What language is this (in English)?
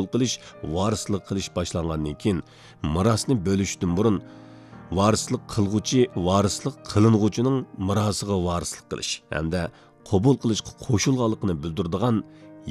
Uyghur